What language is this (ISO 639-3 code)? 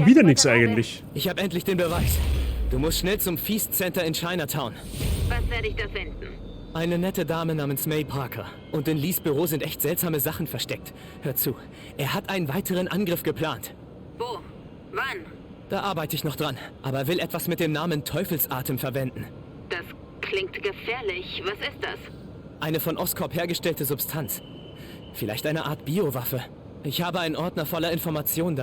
bar